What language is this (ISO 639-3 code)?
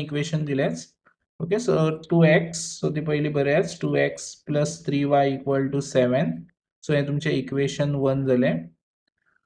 kok